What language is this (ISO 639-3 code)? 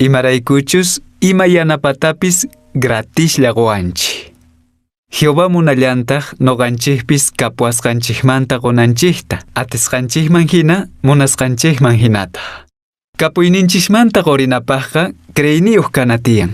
que